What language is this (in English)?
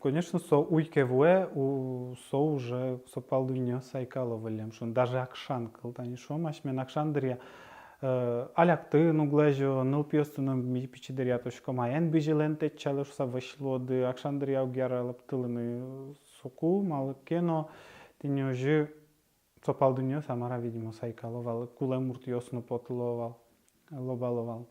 Udmurt